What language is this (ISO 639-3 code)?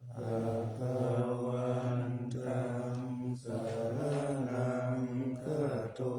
pli